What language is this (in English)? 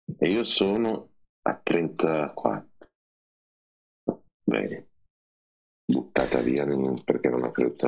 Italian